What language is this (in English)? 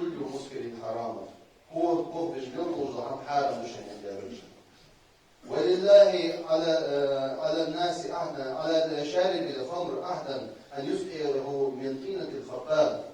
Ingush